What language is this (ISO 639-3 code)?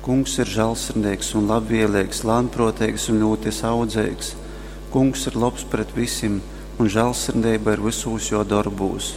ltg